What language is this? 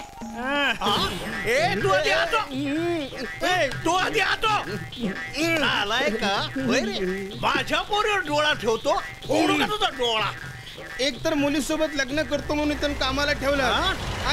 Marathi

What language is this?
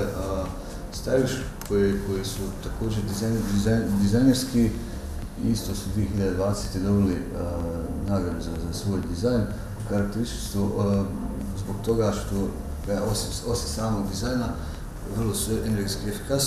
Bosnian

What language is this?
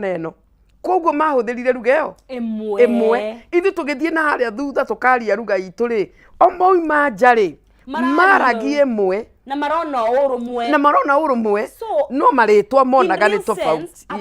Kikuyu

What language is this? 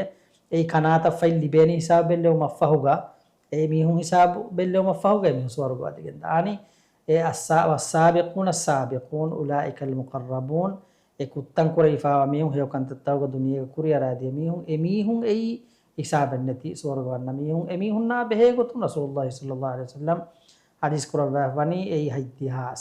Divehi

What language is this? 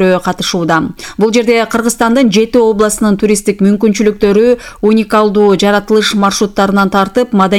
Kyrgyz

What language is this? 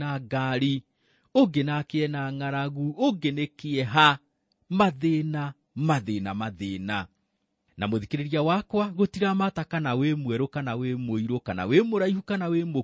Kikuyu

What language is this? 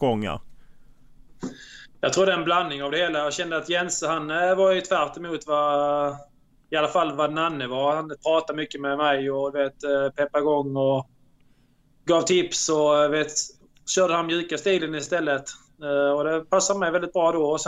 Swedish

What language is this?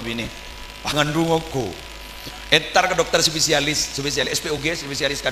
Madurese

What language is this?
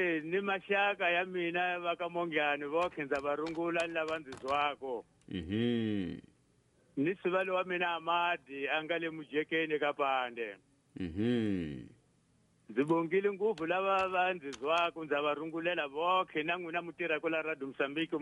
Tsonga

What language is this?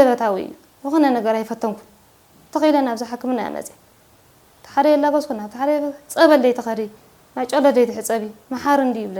Tigrinya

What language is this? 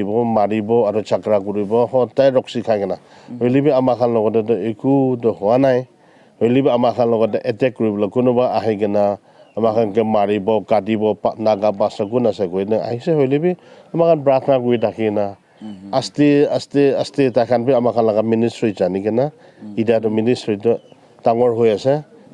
Naga Pidgin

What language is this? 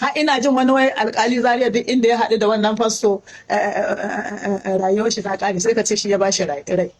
Hausa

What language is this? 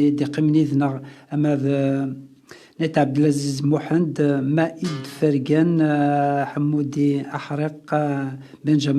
Kabyle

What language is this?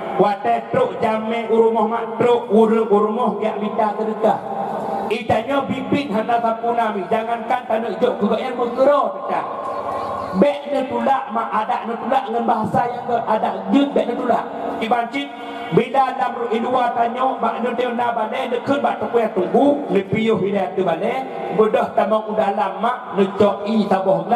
Achinese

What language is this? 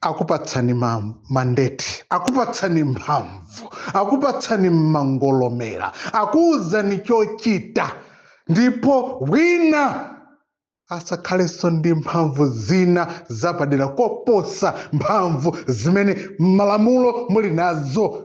Nyanja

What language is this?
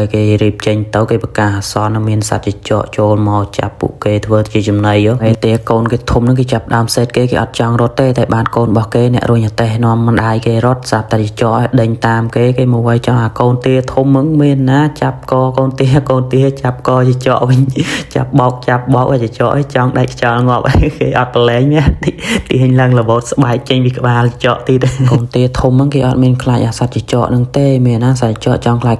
Khmer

